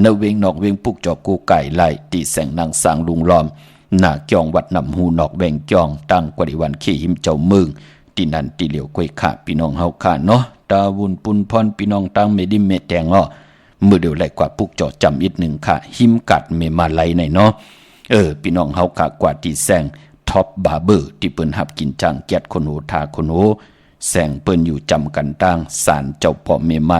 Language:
Shan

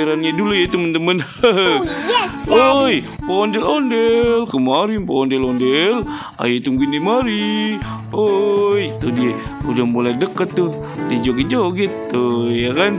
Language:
Betawi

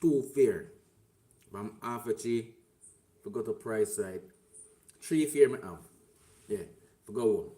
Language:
Jamaican Creole English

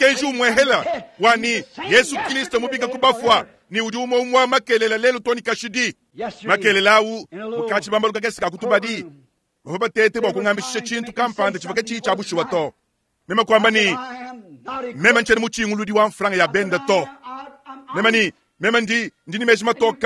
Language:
Luba-Lulua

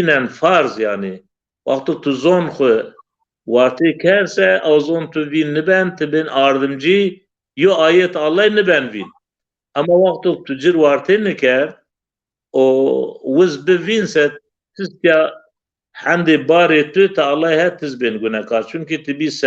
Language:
Zaza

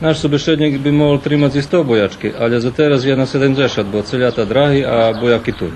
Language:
Rusyn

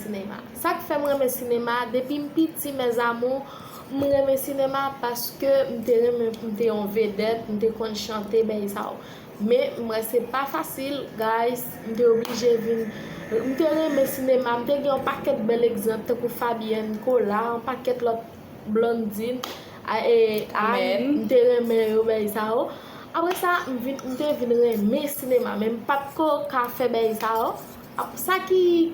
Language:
Haitian Creole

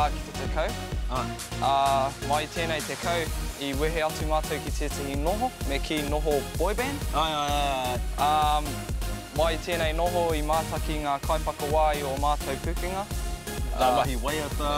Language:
Māori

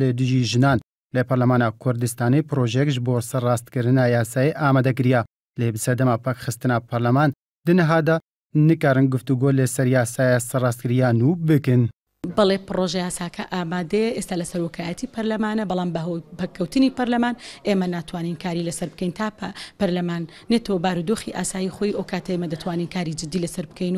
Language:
Central Kurdish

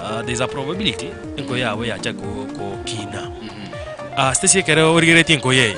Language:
Gusii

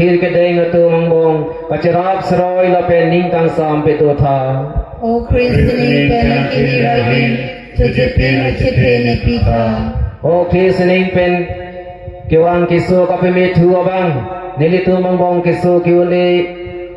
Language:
Karbi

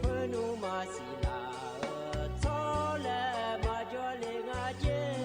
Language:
Akha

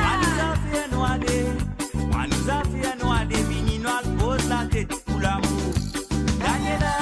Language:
Morisyen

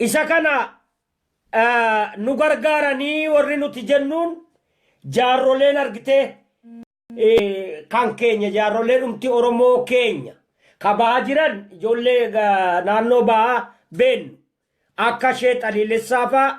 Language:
Oromo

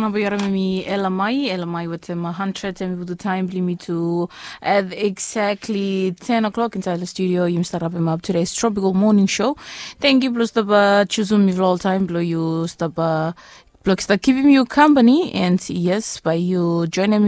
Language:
Bislama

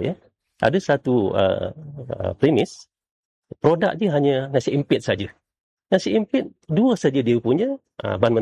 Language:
Malay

